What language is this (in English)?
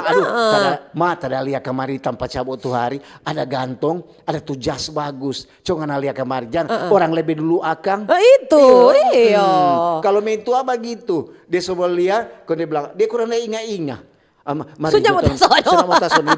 Manado Malay